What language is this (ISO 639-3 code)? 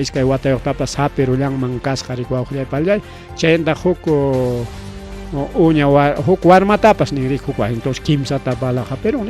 quy